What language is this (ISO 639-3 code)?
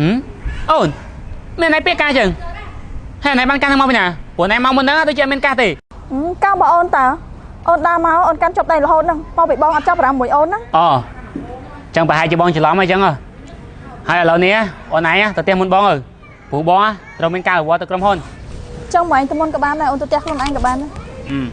khm